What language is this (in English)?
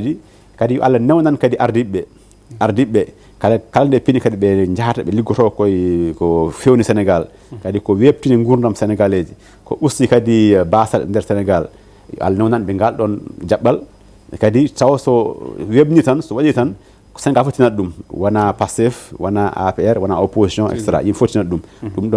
Fula